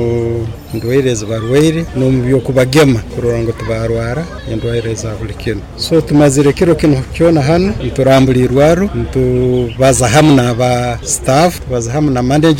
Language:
Nyoro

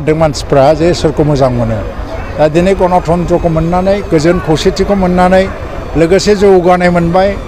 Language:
Bodo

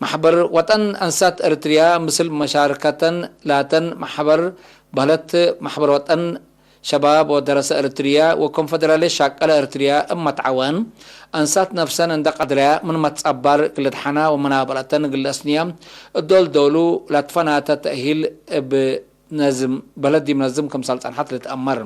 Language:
Tigre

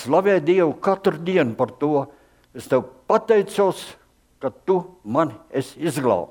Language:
Latvian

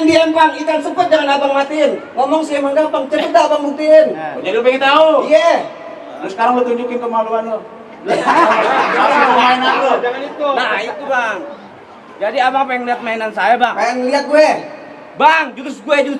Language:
Betawi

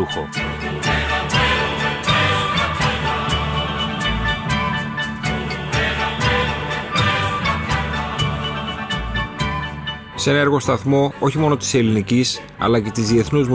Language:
Greek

